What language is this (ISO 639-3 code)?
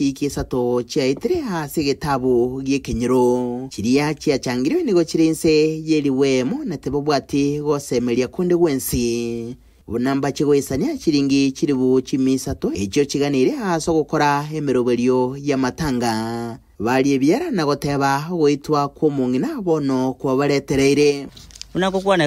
guz